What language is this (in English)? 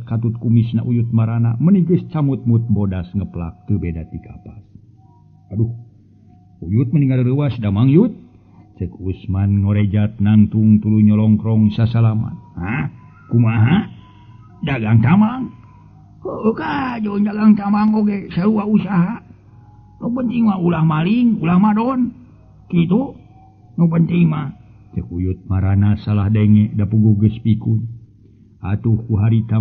Sundanese